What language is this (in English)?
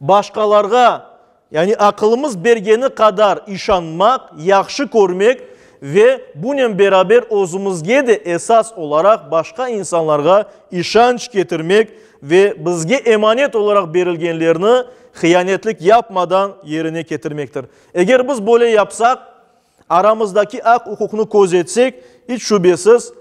Crimean Tatar